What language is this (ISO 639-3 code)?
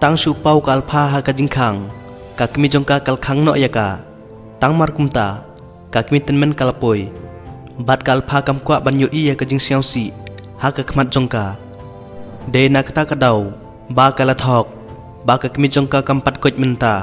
kha